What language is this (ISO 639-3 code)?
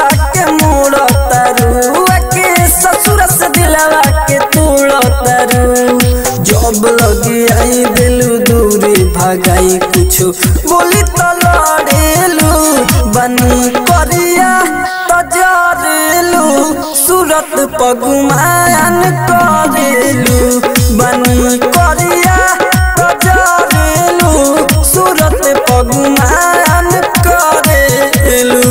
bho